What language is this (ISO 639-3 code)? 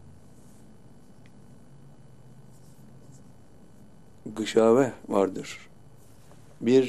tur